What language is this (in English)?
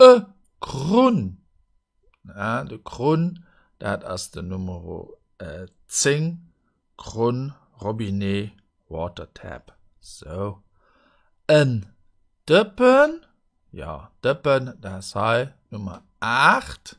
Luxembourgish